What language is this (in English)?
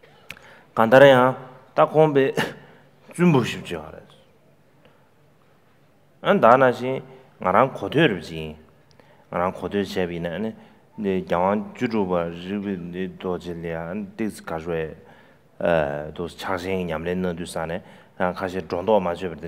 Chinese